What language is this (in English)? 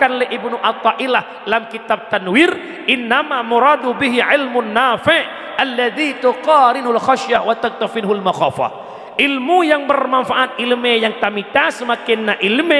Achinese